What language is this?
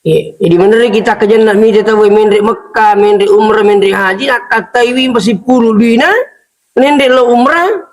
Buginese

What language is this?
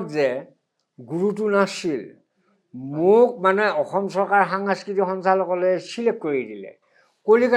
Assamese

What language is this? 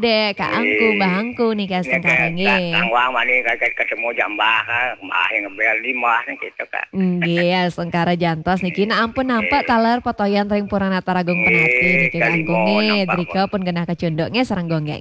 Balinese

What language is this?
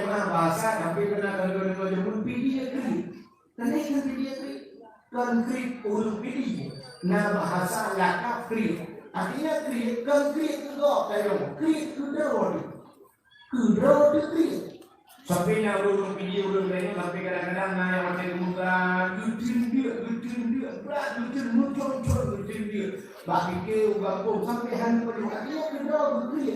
Achinese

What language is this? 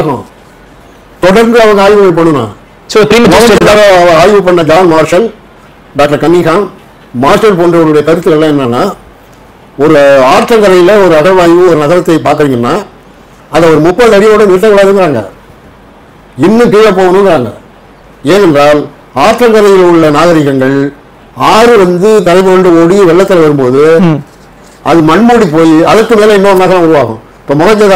Tamil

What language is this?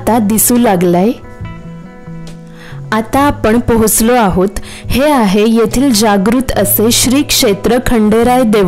Marathi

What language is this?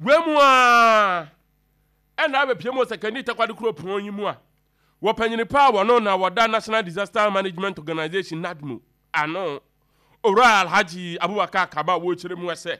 Akan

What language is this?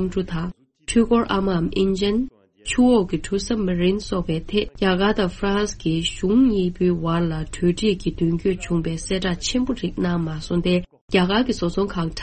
Tibetan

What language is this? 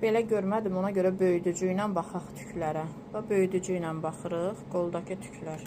Azerbaijani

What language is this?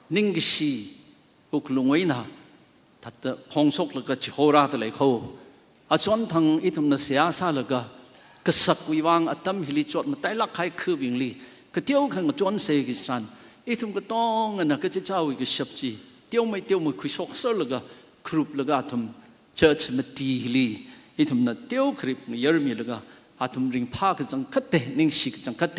Tangkhul Naga (India)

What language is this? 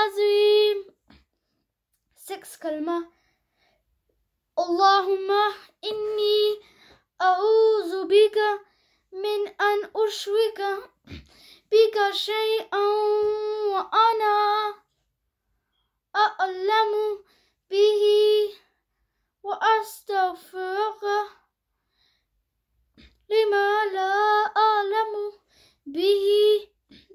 Arabic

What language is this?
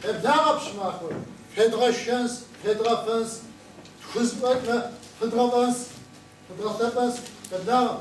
Kabardian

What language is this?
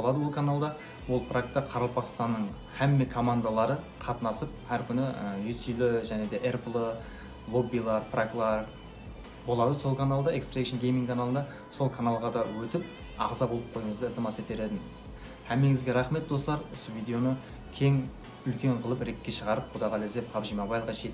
Kara-Kalpak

